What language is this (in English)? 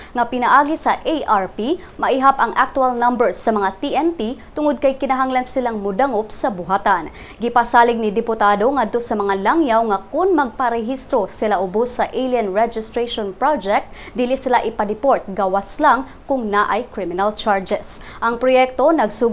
Cebuano